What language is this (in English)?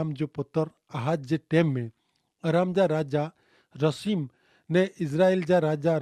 Kachhi